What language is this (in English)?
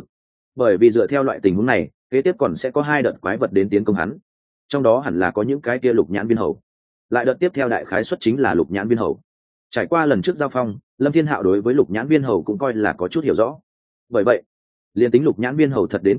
Vietnamese